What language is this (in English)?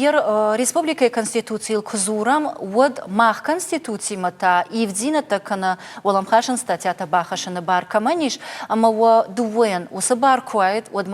Ossetic